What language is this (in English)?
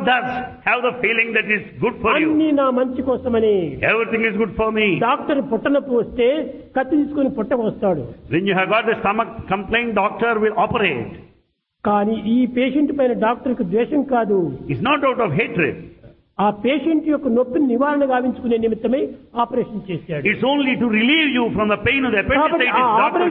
Telugu